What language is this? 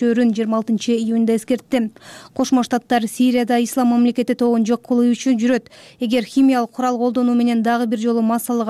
Kyrgyz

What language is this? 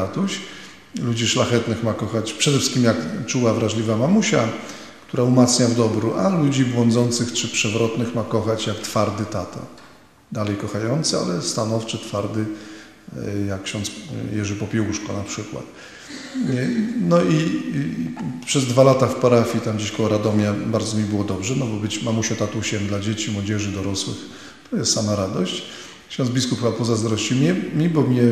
Polish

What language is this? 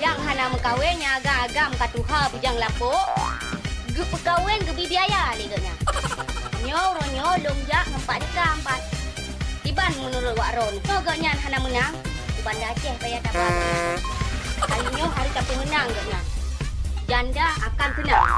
Achinese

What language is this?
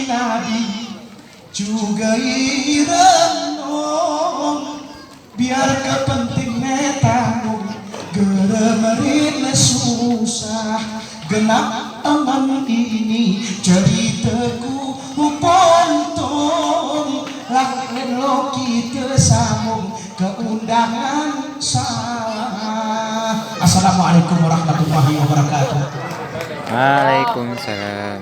Gayo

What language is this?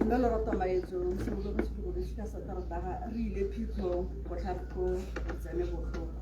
Tswana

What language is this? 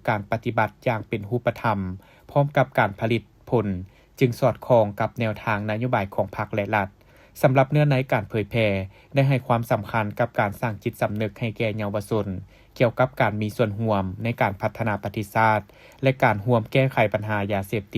Lao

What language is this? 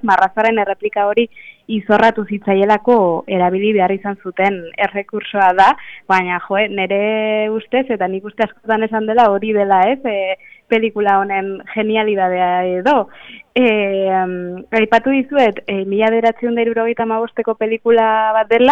Basque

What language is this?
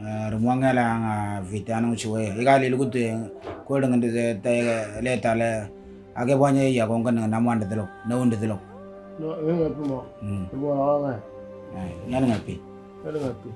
Moro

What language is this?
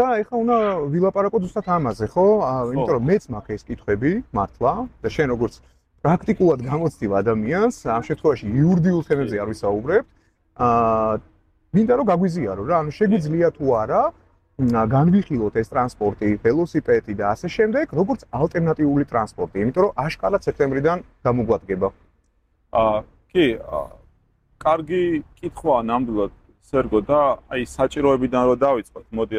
Georgian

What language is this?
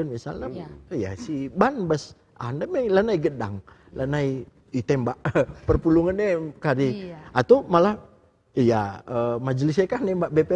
Batak Karo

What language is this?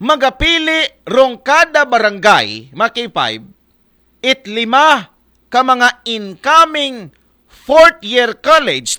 Aklanon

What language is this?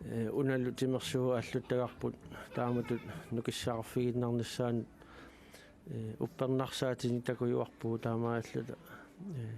Kalaallisut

